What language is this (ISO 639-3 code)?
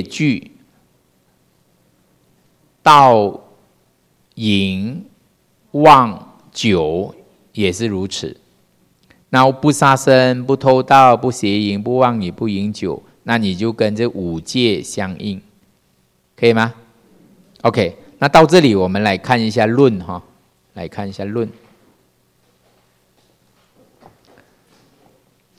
zho